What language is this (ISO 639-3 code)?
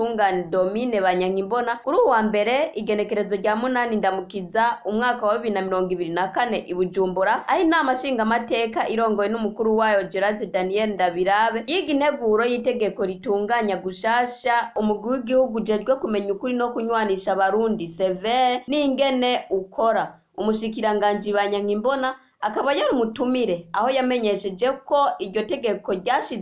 run